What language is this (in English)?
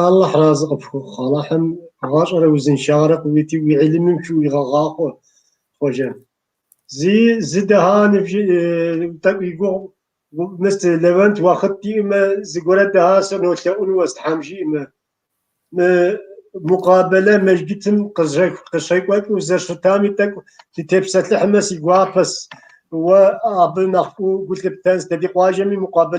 Kabardian